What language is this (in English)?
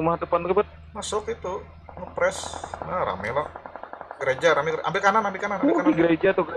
Banjar